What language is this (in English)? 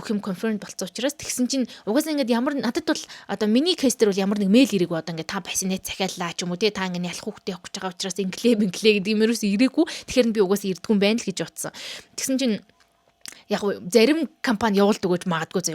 Mongolian